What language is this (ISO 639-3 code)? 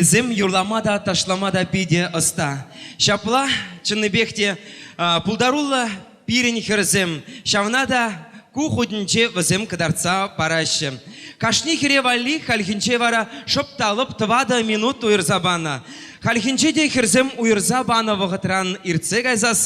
chv